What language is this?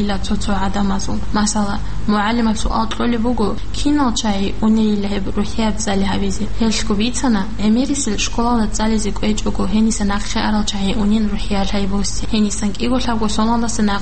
Avaric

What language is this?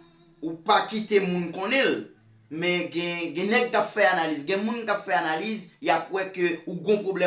Haitian Creole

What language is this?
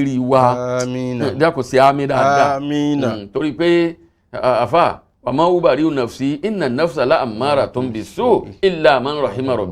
Yoruba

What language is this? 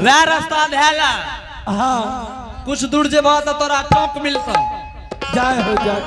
Angika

